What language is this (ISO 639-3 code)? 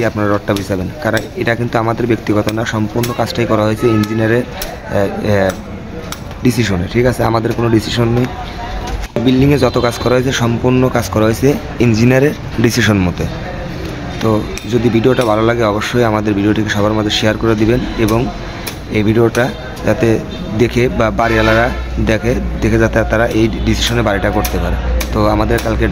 ben